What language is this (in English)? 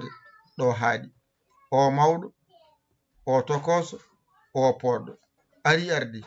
Fula